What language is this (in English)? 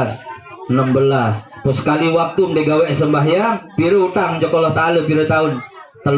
Sasak